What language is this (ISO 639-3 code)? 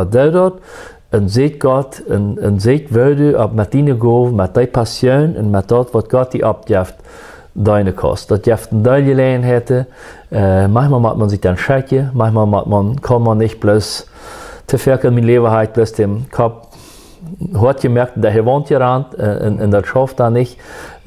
pdt